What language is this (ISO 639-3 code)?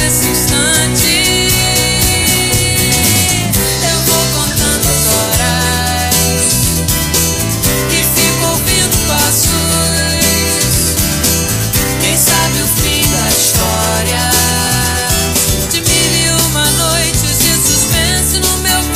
por